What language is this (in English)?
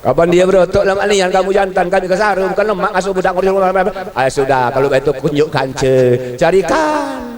Musi